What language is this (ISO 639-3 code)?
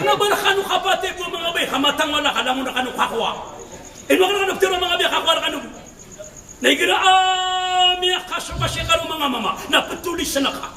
mrw